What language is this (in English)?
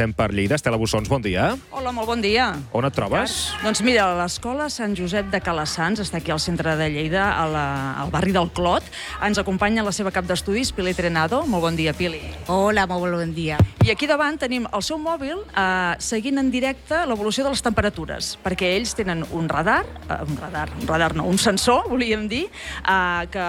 Catalan